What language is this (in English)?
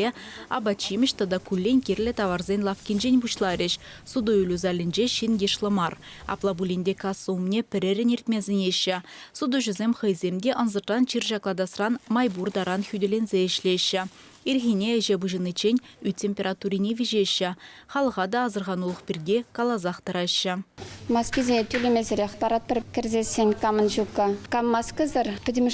Chuvash